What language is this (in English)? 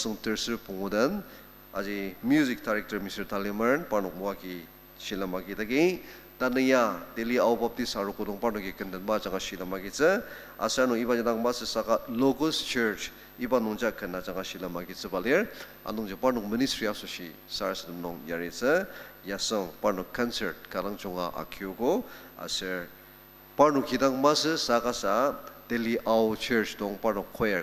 Ao Naga